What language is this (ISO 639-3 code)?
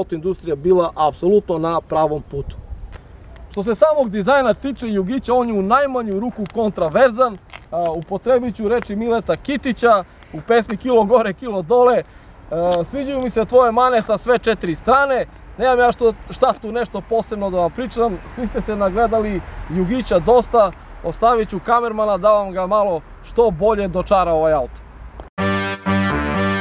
srp